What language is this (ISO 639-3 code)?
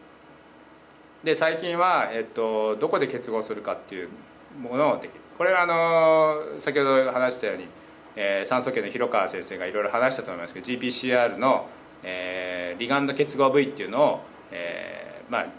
jpn